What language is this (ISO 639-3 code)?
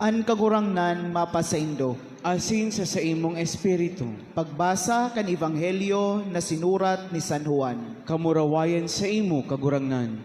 bik